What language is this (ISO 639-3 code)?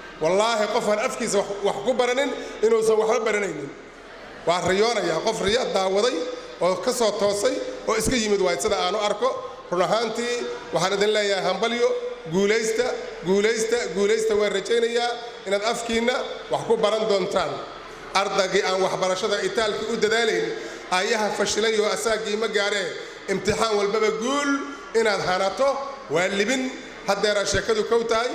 som